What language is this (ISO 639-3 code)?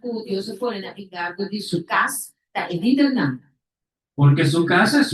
pap